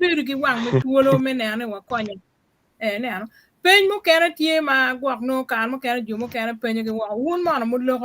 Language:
Acoli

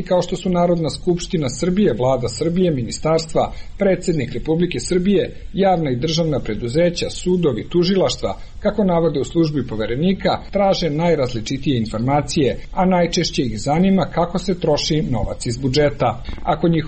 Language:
Serbian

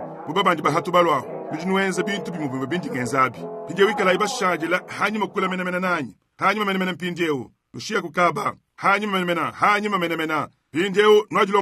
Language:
Luba-Lulua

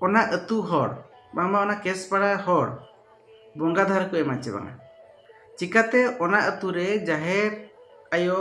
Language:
Santali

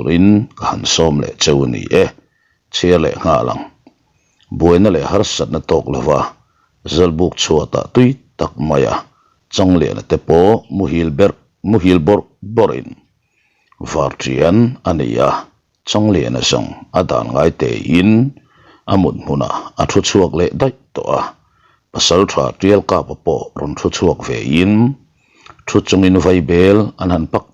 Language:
Mizo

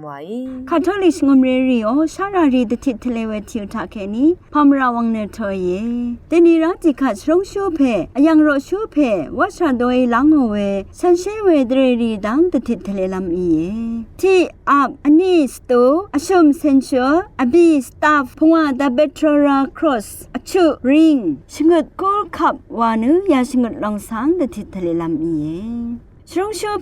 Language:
Rawang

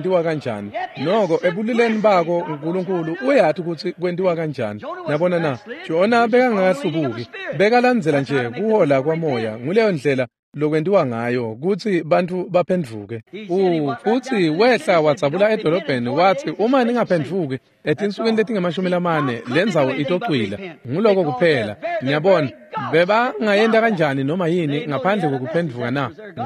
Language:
Swati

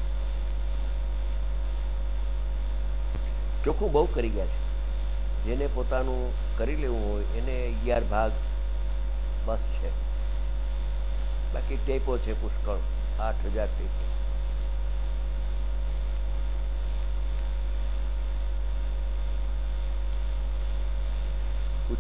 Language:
Gujarati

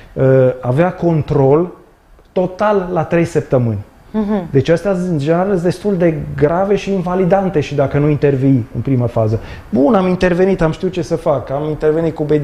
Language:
Romanian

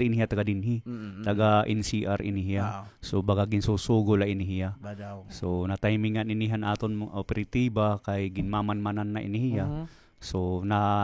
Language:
Waray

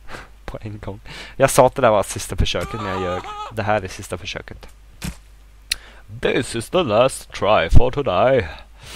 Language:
Swedish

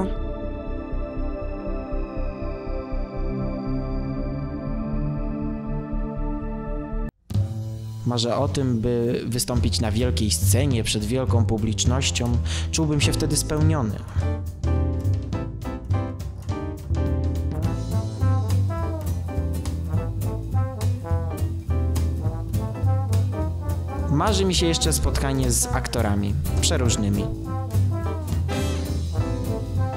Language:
Polish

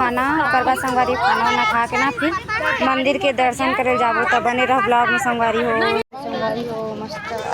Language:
Chhattisgarhi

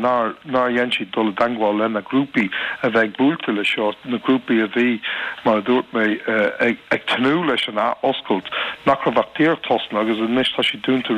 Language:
Irish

